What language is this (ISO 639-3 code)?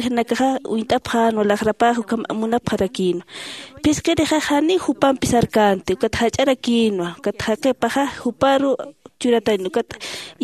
aym